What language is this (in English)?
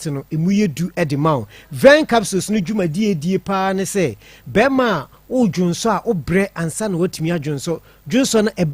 Akan